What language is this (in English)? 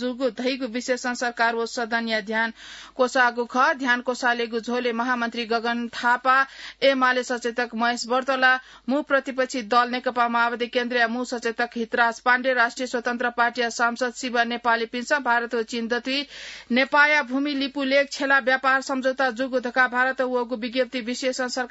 Newari